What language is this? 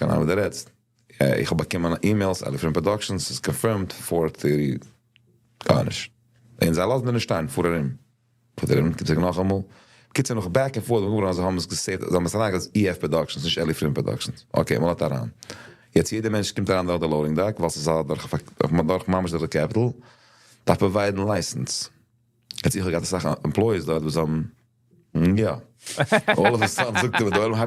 Yiddish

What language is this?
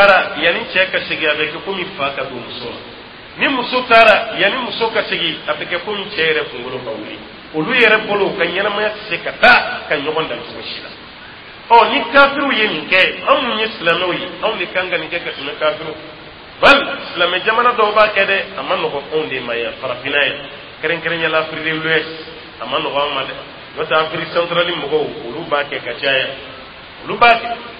Dyula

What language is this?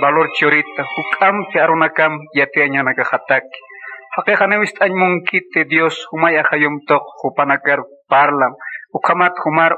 Aymara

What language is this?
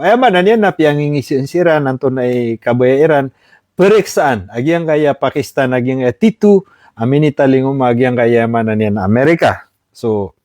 Maranao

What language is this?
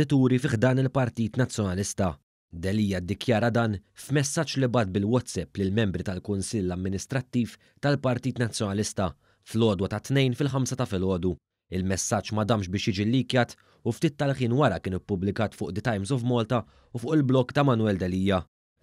Maltese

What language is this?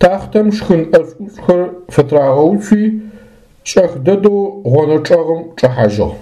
Adyghe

